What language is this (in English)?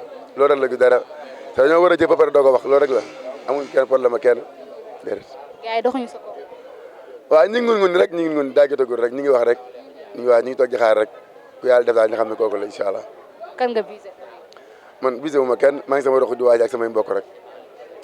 Wolof